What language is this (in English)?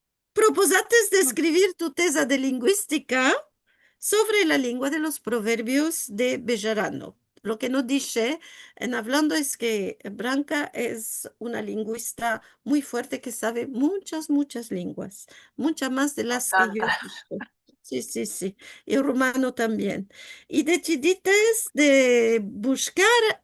Ladino